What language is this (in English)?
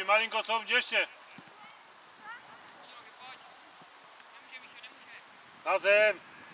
Czech